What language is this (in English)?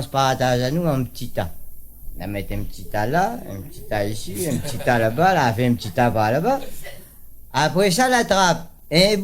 Réunion Creole French